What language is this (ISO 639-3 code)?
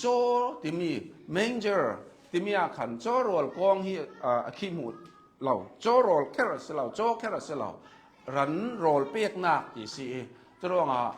cnh